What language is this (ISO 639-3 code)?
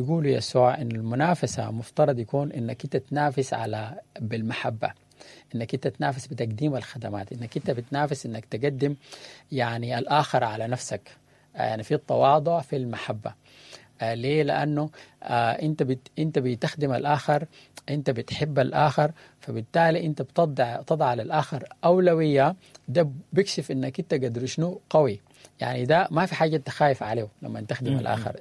apd